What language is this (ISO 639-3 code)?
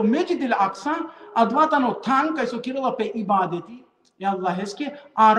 rmn